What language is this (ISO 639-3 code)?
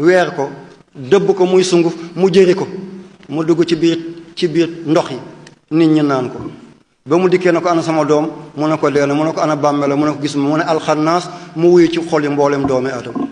wol